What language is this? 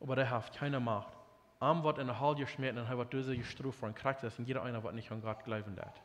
Plautdietsch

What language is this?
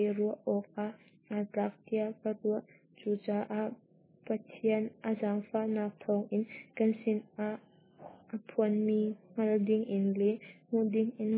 Hakha Chin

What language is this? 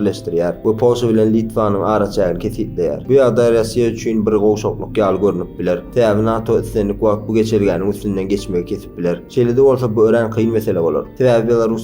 Turkmen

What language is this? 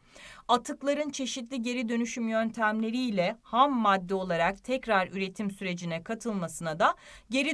Turkish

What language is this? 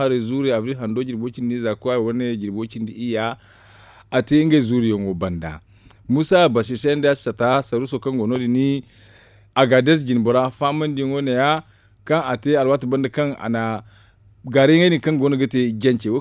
Zarma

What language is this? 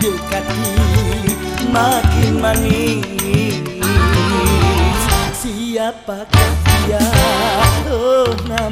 Malay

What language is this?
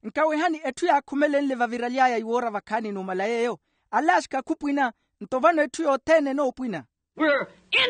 Makhuwa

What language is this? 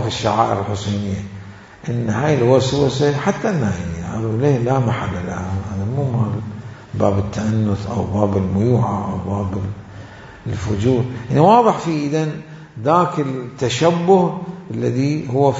Mesopotamian Arabic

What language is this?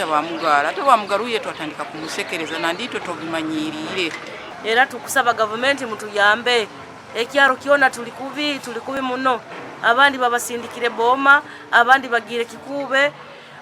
Nyankole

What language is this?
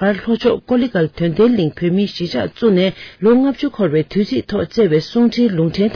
Tibetan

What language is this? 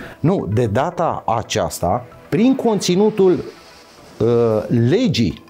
Romanian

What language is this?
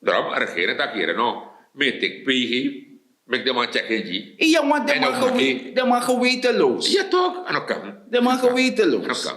Sranan Tongo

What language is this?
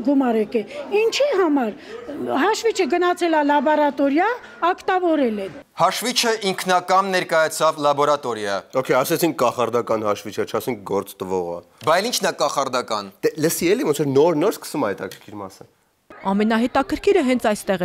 Armenian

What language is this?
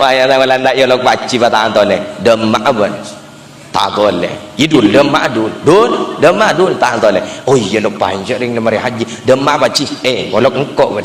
Madurese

